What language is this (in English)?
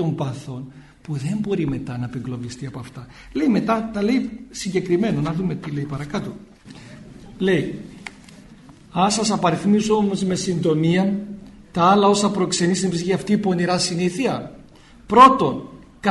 Greek